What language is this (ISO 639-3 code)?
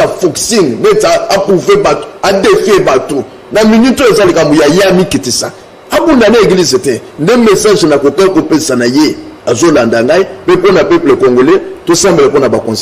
lin